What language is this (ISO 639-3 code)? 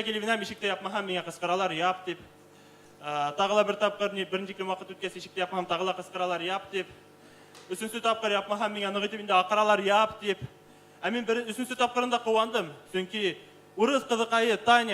bak